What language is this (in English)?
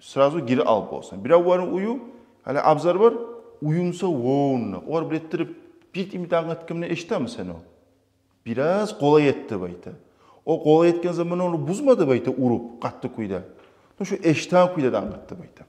Kumyk